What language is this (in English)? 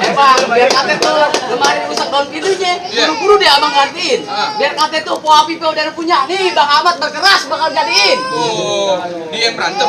Betawi